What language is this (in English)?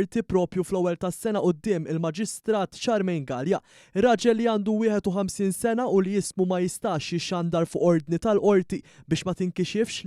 Maltese